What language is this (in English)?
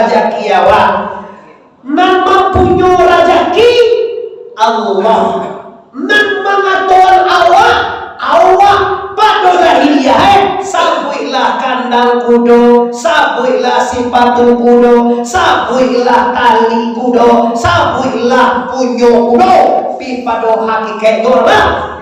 Minangkabau